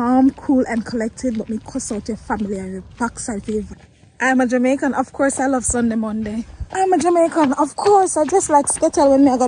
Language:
Jamaican Creole English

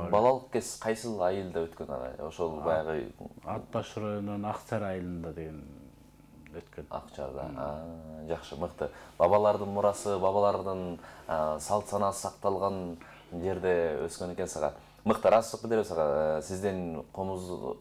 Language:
Kyrgyz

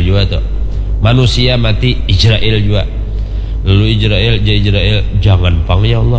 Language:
Banjar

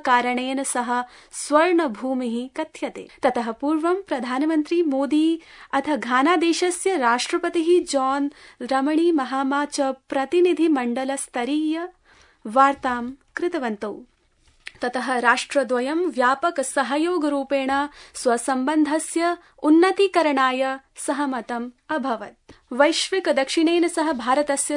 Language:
Sanskrit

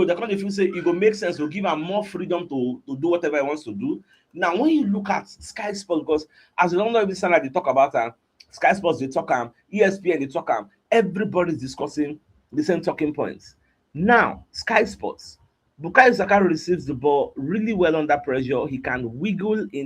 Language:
Nigerian Pidgin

